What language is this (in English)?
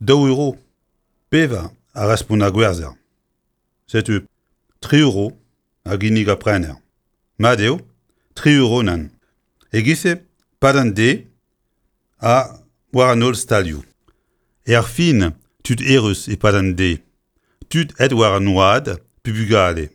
Breton